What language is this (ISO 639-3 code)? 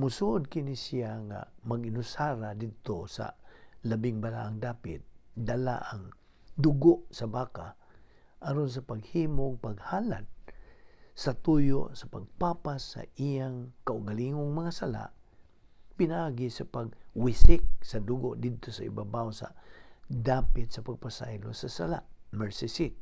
ceb